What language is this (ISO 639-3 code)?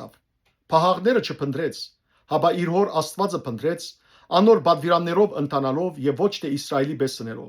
hyw